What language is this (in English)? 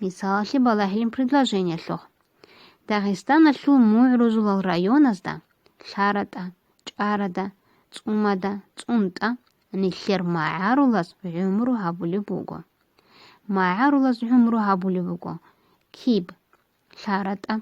Avaric